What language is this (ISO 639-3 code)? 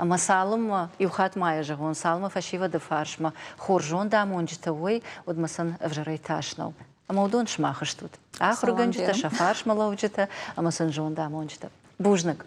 oss